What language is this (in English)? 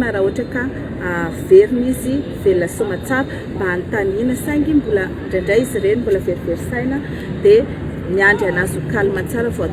Malagasy